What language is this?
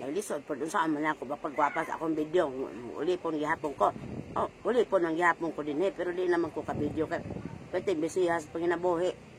Cebuano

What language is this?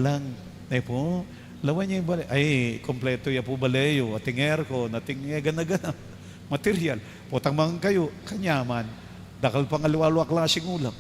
Pampanga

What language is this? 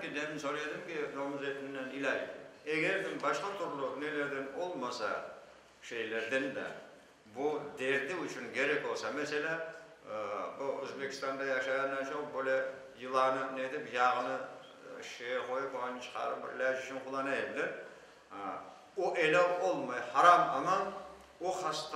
Crimean Tatar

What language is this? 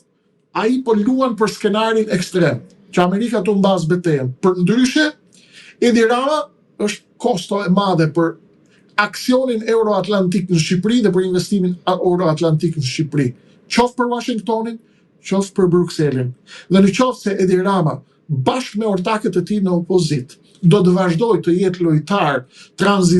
Albanian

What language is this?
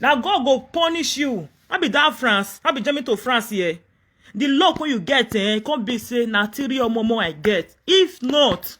Nigerian Pidgin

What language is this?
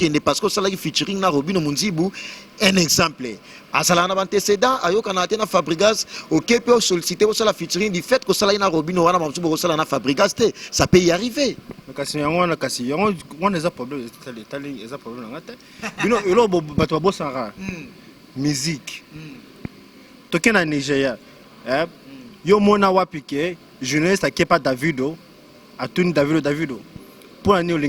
Lingala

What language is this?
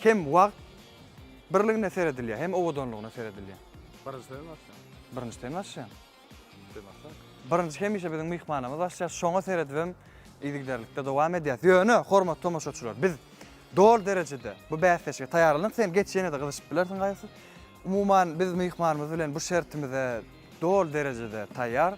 Turkmen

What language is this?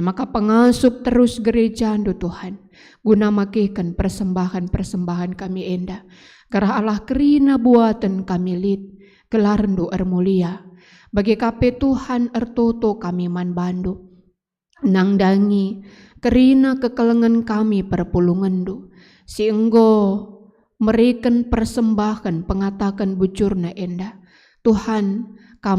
Batak Karo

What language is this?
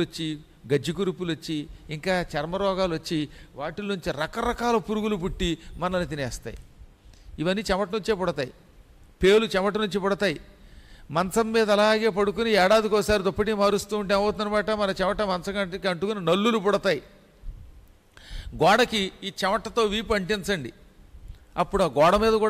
Telugu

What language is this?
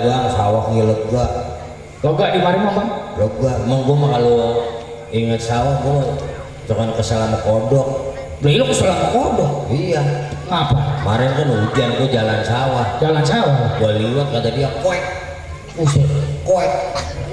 Betawi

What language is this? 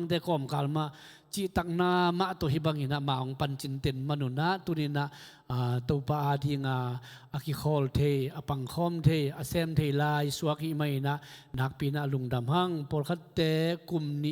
Tedim Chin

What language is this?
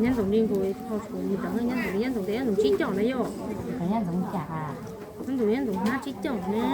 Hmong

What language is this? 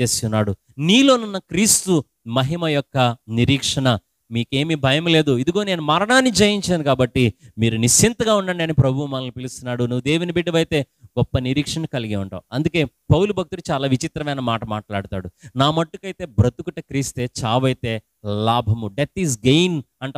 Telugu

